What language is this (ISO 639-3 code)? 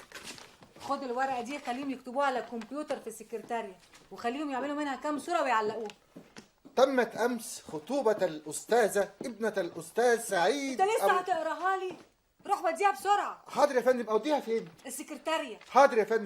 arz